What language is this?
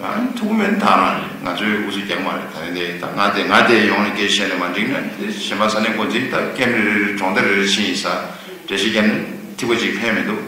Tibetan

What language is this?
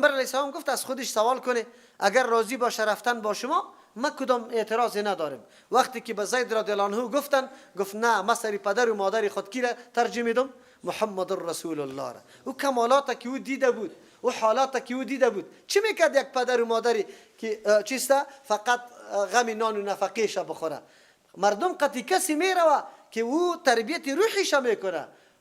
Persian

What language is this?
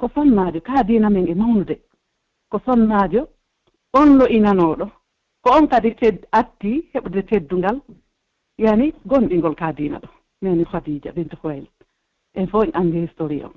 Pular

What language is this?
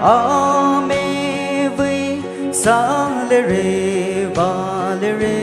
Poumei Naga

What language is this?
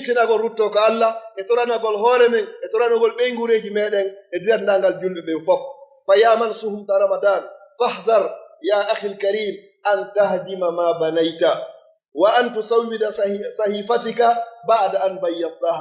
Pular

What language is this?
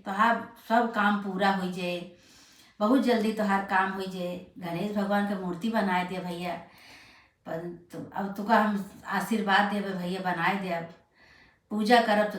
Awadhi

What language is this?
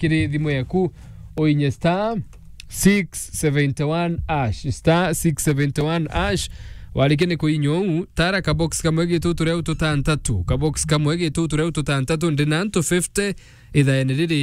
Meru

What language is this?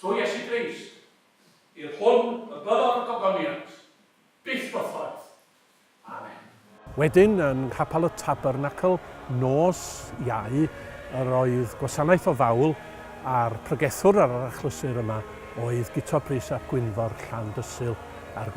Welsh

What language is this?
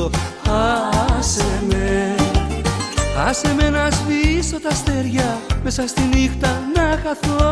Greek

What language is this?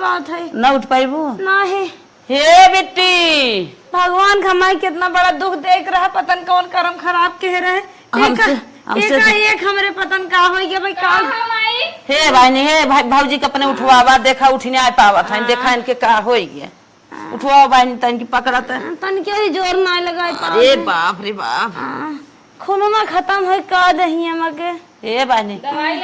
Awadhi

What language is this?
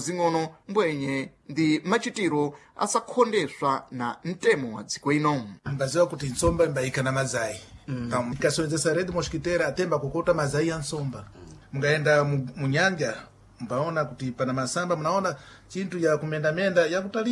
Sena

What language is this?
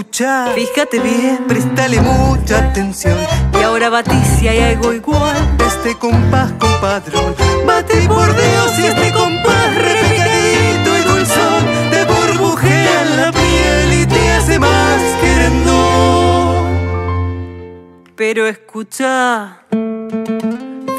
Spanish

